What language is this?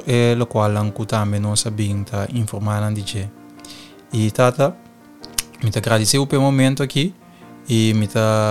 Papiamento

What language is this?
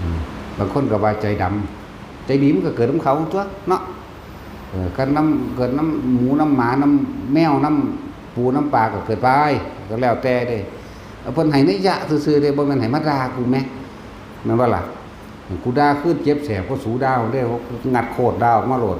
Northeastern Thai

